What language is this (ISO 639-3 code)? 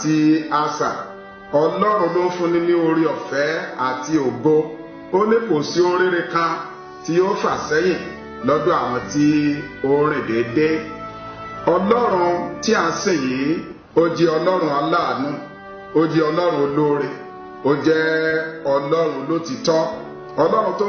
yor